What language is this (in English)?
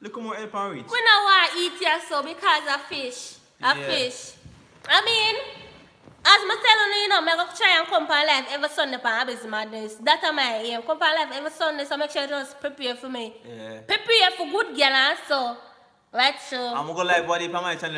Jamaican Creole English